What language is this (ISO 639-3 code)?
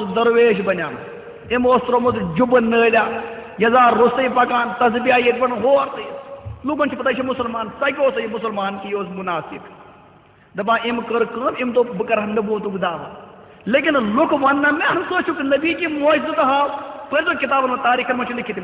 kas